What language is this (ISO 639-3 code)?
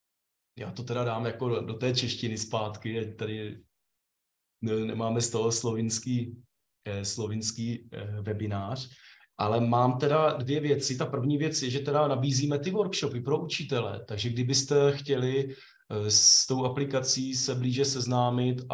ces